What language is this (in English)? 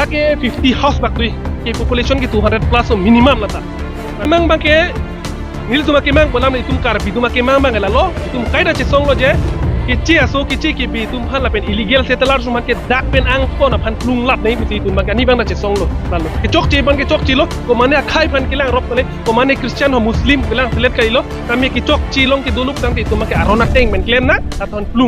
Karbi